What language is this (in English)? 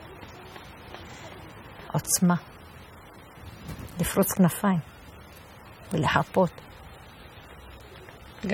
Hebrew